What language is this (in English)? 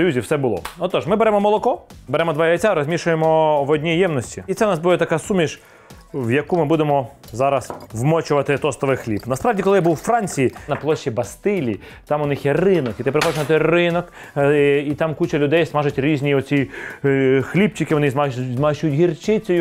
Ukrainian